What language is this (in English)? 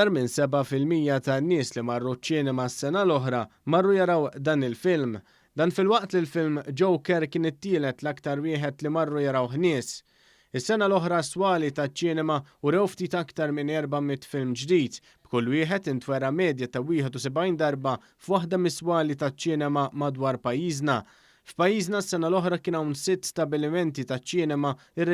Maltese